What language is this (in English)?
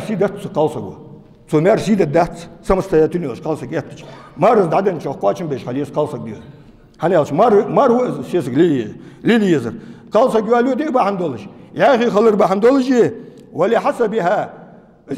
Ingush